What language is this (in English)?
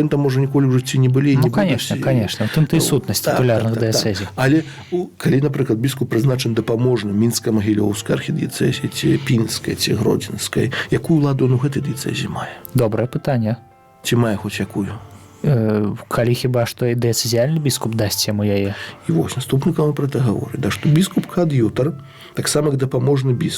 Belarusian